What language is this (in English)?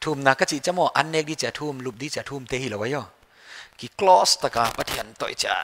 Paite Chin